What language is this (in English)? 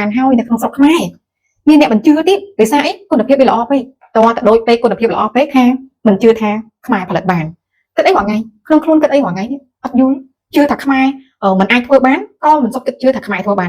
Khmer